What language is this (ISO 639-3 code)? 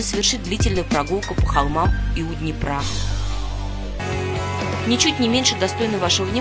rus